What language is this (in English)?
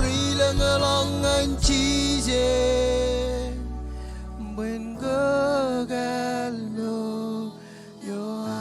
Marshallese